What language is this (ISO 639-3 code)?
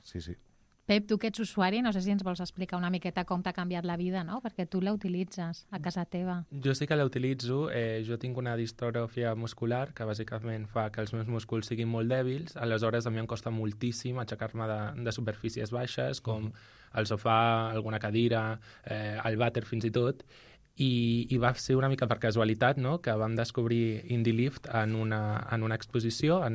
cat